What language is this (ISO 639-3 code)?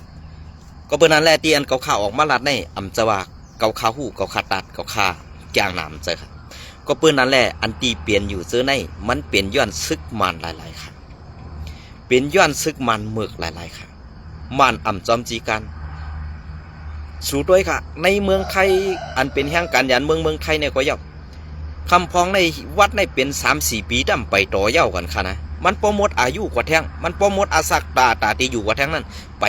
shn